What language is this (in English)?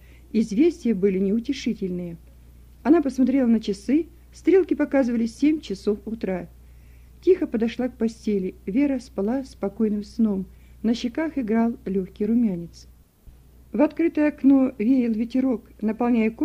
Russian